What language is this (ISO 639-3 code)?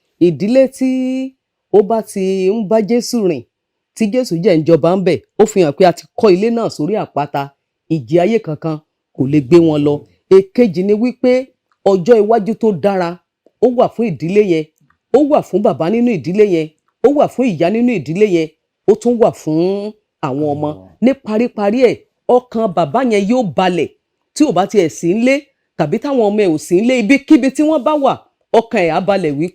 yor